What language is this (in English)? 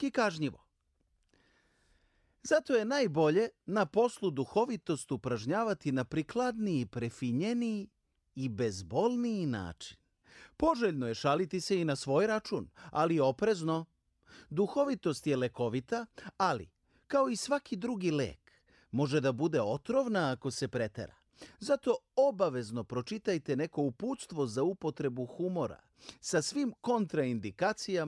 Serbian